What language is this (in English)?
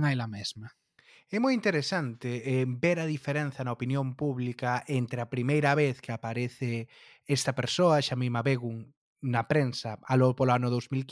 Galician